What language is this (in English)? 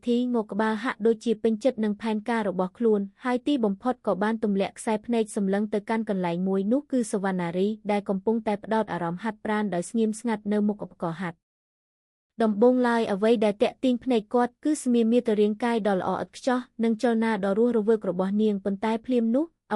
Khmer